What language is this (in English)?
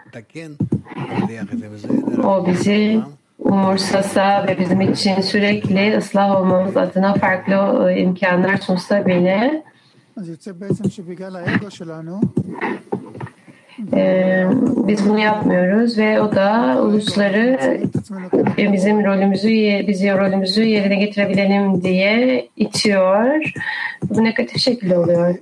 Turkish